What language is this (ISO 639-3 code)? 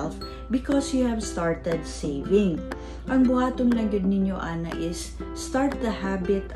ceb